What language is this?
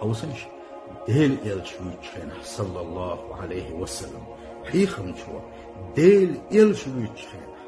Chechen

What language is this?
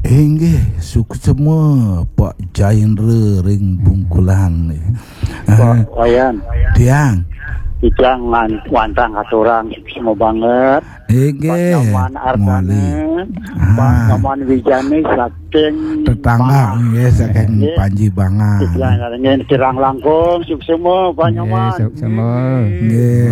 Balinese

